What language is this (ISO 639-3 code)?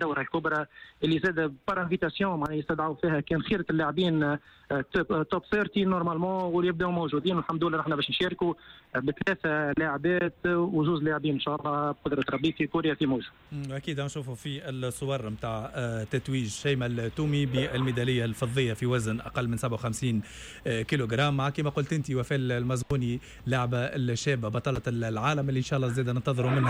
aeb